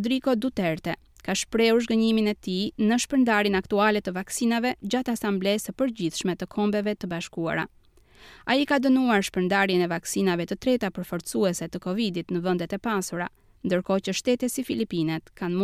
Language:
Albanian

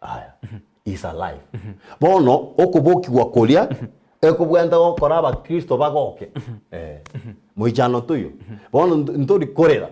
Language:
Gusii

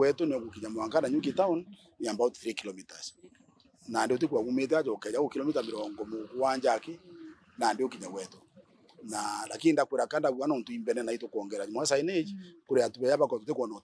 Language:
Meru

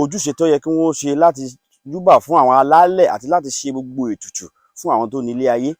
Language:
Yoruba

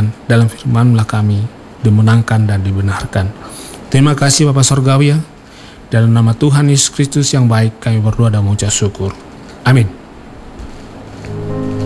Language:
Indonesian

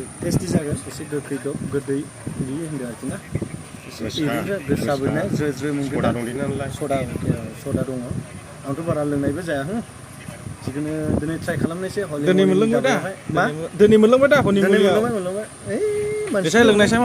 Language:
Bodo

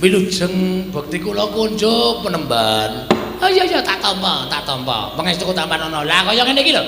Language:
Javanese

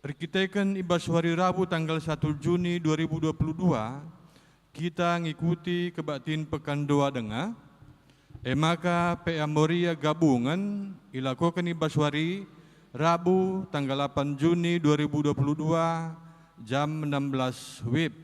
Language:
Batak Karo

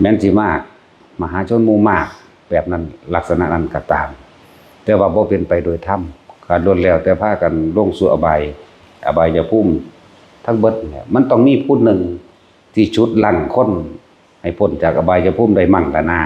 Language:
Northeastern Thai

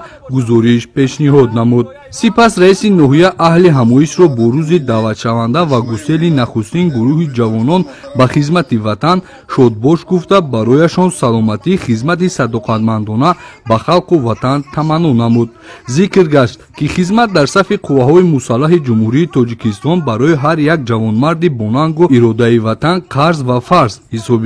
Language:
Tajik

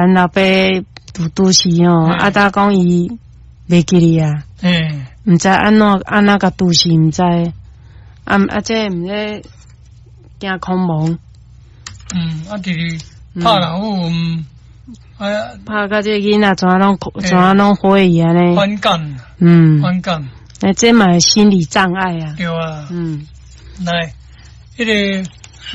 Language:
Min Nan Chinese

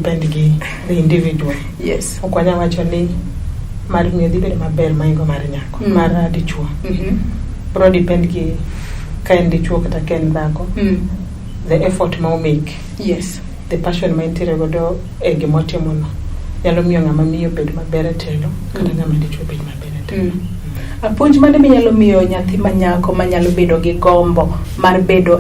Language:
Luo (Kenya and Tanzania)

